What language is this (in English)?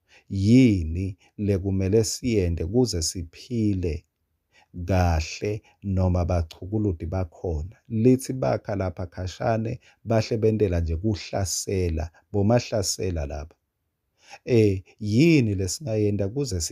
Swati